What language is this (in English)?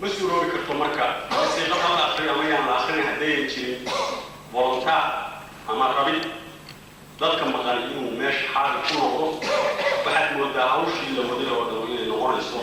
Somali